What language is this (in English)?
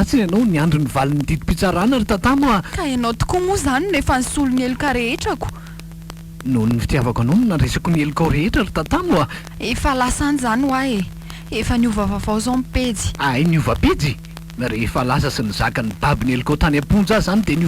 Malagasy